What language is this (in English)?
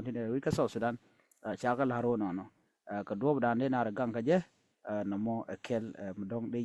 Nuer